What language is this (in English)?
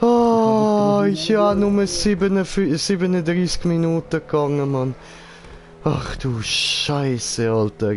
Swiss German